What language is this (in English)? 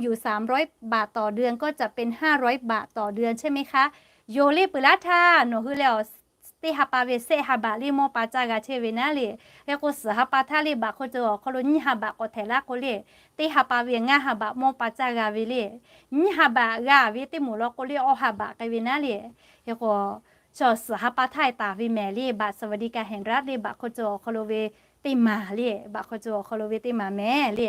Lahu